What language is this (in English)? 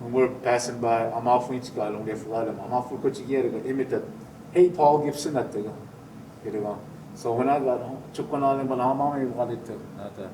Choctaw